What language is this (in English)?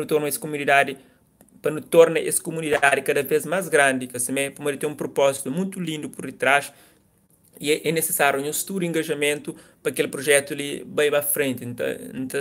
Kabuverdianu